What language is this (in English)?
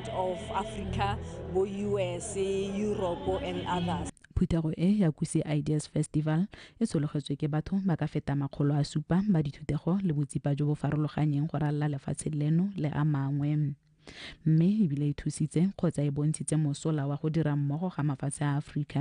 Tswana